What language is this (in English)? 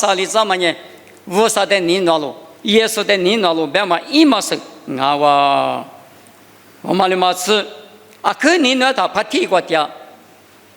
Lisu